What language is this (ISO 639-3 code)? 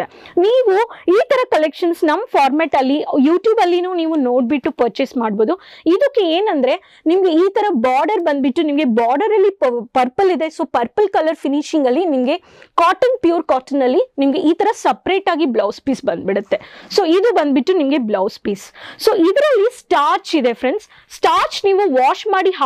kan